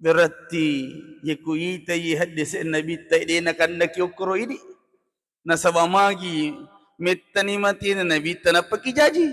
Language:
Buginese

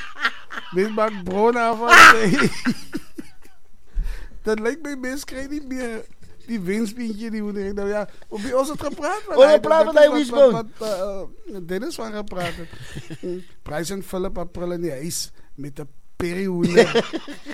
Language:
Afrikaans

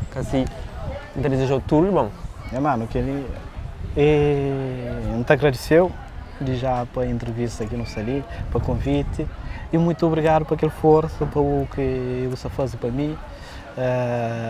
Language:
Kabuverdianu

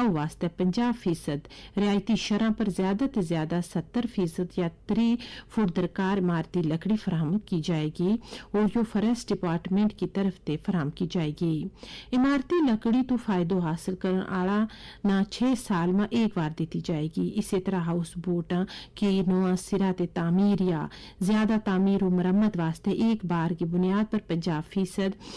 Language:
Gujari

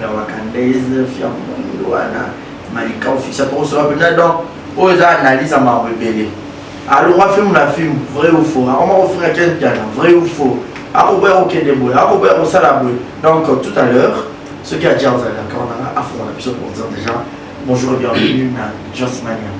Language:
Lingala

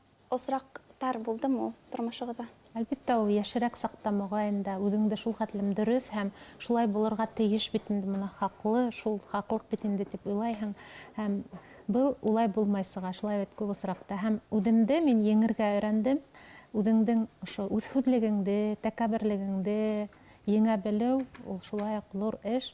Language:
Bashkir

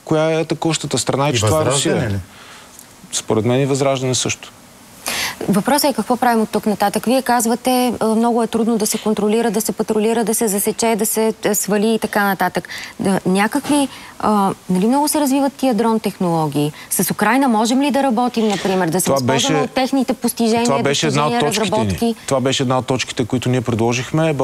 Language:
Bulgarian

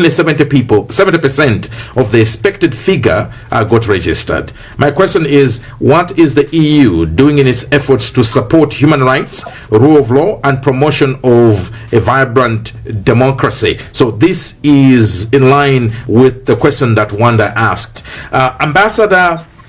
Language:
Nyanja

